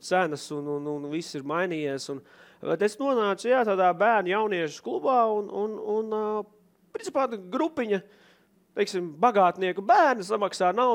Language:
Latvian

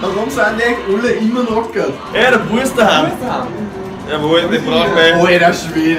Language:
Bavarian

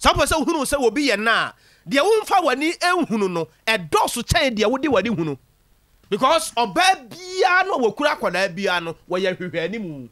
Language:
Akan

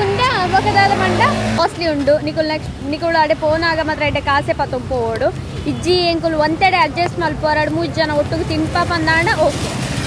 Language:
Tulu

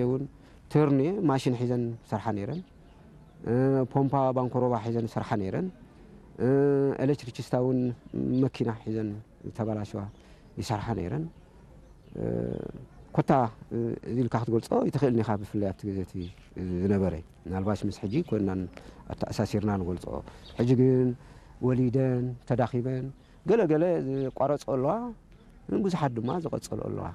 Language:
Tigrinya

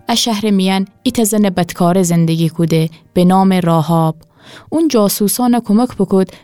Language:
Gilaki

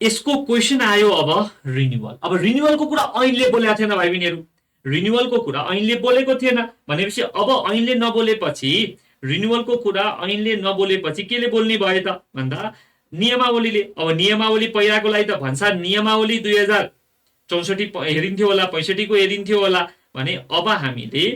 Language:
Nepali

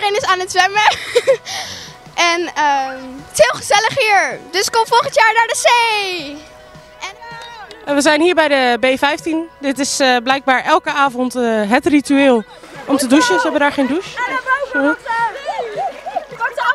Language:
Dutch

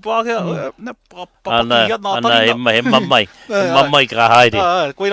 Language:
Māori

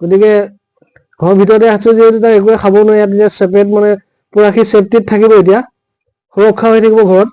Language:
Assamese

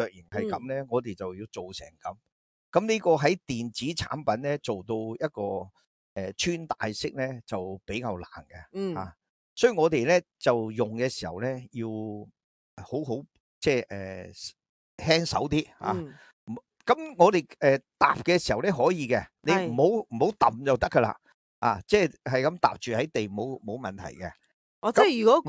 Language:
Cantonese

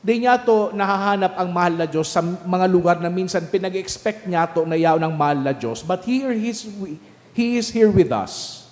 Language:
Bikol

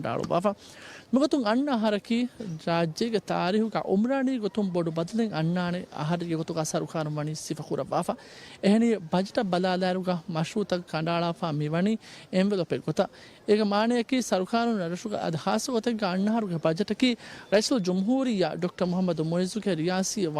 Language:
Divehi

